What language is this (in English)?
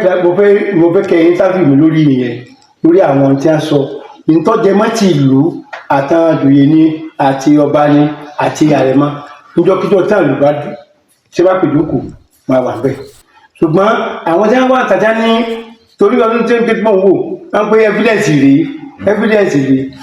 Yoruba